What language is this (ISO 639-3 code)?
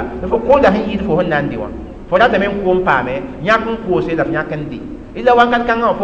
mos